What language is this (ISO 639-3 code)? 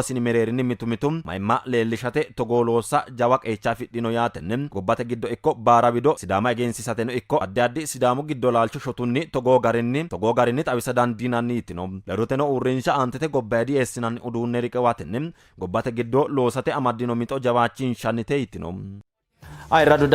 sid